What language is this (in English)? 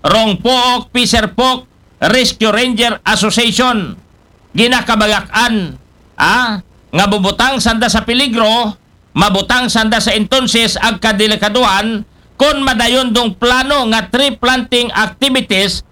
Aklanon